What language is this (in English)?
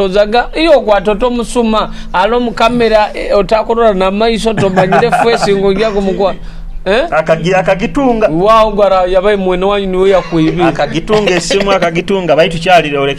Nyoro